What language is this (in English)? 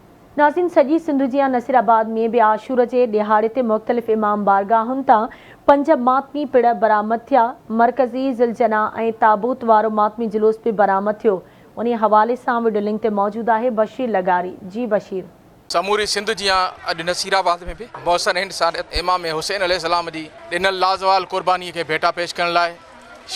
Sindhi